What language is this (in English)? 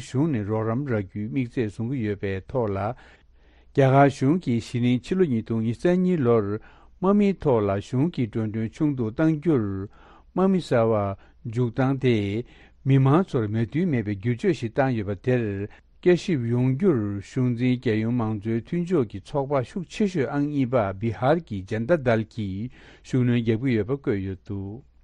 Tibetan